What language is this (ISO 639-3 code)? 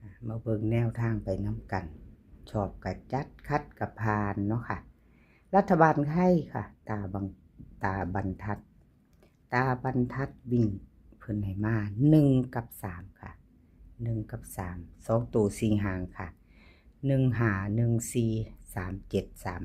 tts